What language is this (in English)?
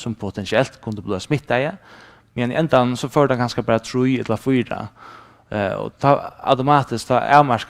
Faroese